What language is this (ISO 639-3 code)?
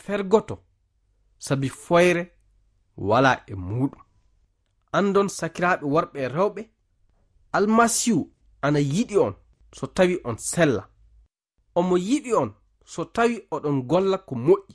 ful